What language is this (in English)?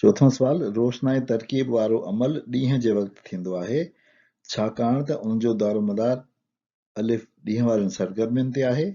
Sindhi